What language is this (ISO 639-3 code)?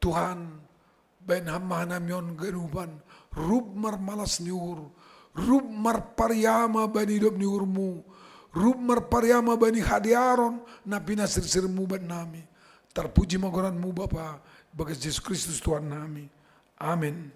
bts